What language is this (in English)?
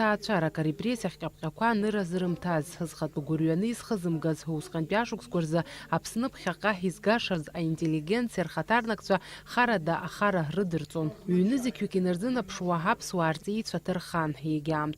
Abkhazian